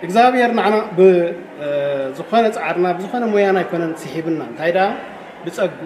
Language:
Tigrinya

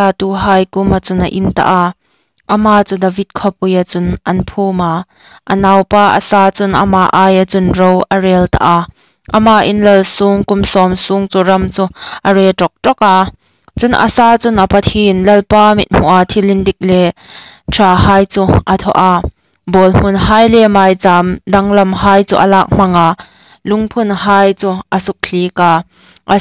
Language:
Hmar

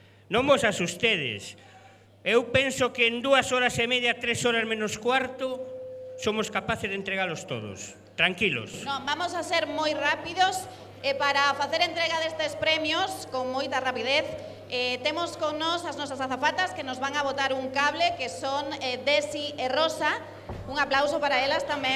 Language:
Galician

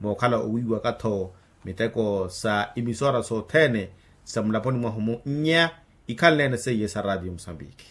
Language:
Makhuwa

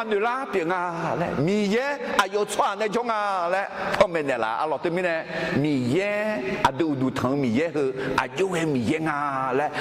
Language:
Akha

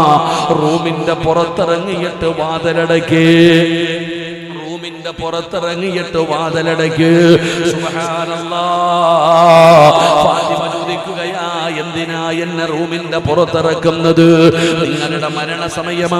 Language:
Malayalam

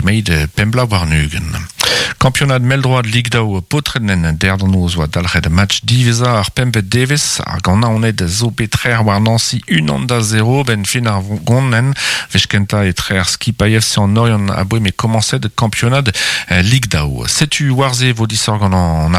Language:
Breton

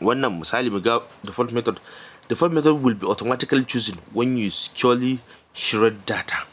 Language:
Hausa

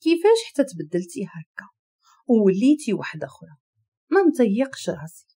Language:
Moroccan Arabic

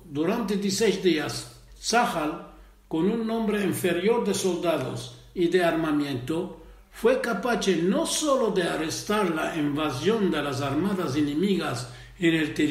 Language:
Ladino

